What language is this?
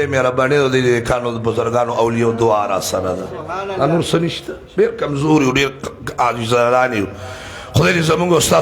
Pashto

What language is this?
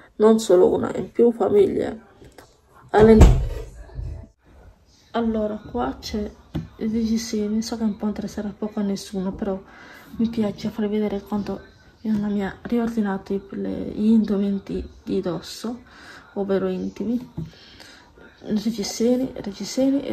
Italian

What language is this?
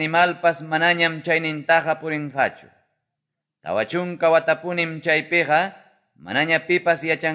Quechua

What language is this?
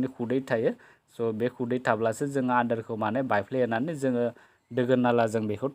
Bodo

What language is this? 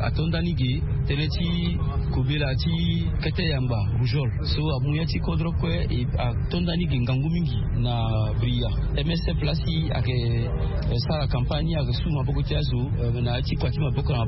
Sango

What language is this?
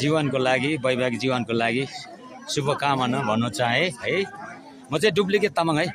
Nepali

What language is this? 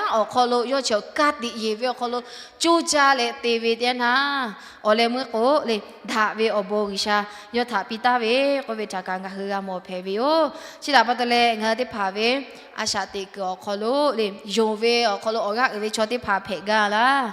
Lahu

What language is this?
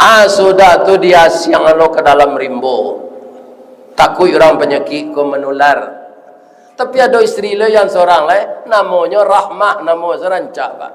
Minangkabau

